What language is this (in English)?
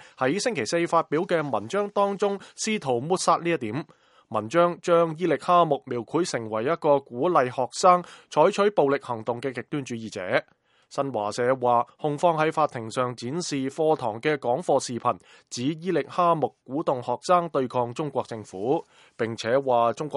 Cantonese